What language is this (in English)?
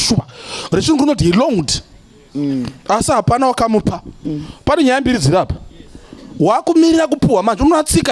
Shona